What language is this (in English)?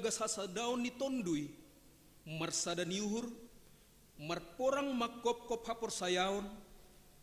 Batak Simalungun